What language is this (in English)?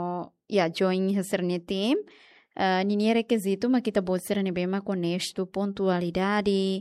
Tetum